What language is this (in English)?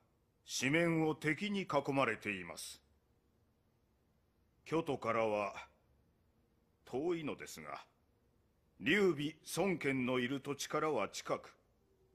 Japanese